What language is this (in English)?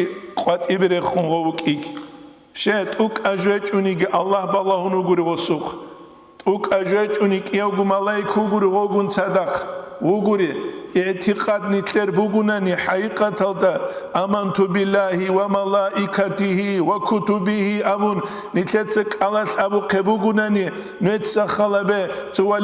Avaric